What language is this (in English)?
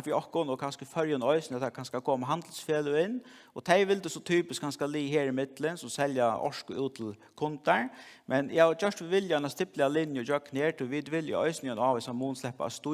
Faroese